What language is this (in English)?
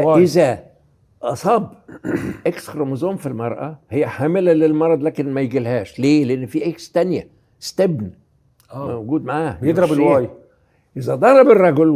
Egyptian Arabic